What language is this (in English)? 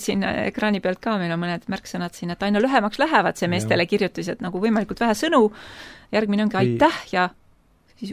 Estonian